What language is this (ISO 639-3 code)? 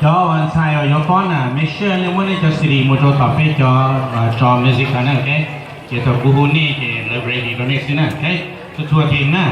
hmn